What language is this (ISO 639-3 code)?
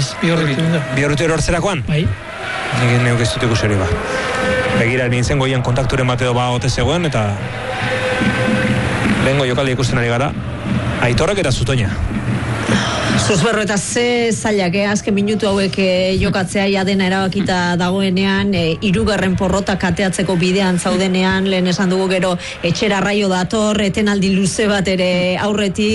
eus